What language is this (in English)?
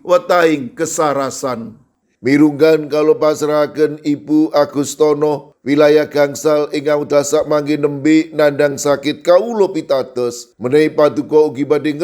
Javanese